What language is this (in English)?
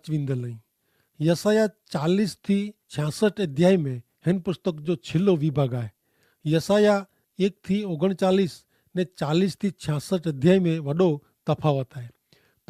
Kachhi